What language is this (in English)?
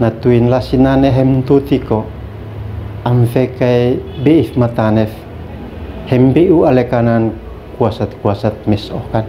Uab Meto